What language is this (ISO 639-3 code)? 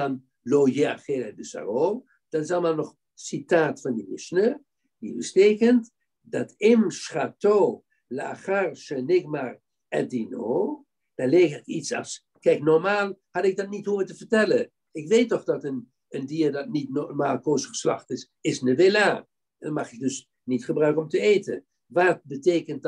nld